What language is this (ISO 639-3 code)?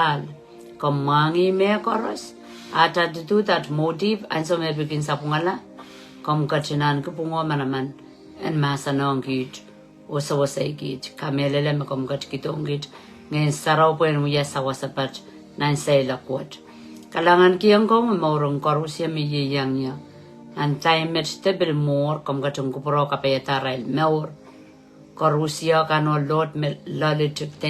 pon